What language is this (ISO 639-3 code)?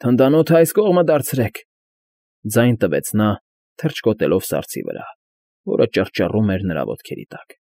hye